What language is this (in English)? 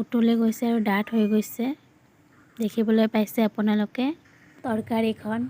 Assamese